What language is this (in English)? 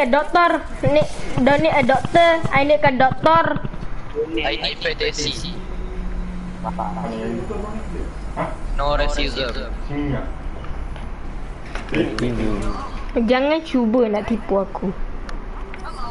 Malay